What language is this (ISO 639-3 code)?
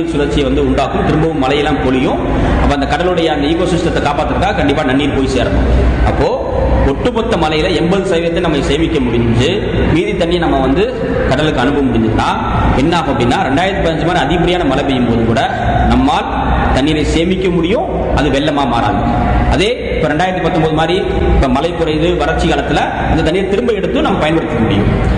tam